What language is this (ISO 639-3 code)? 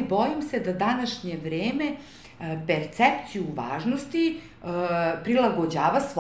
srp